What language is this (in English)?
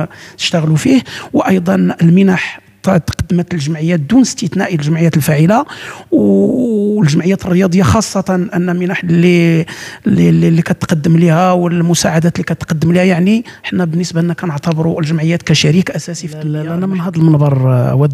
Moroccan Arabic